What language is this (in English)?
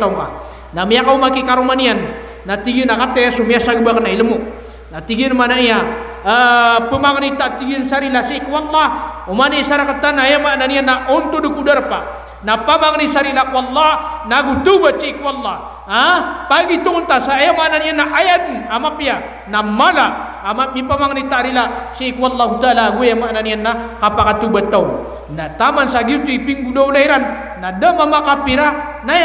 Maranao